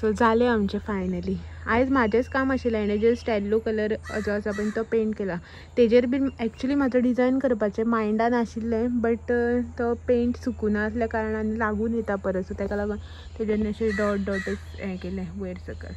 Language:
Konkani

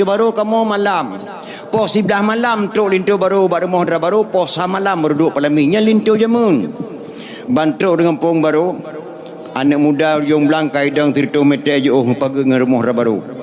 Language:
Achinese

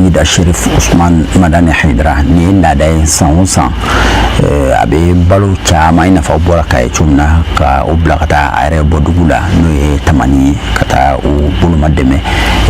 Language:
Bambara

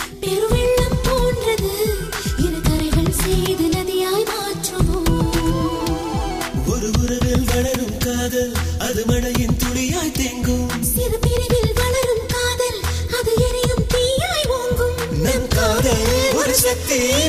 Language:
Tamil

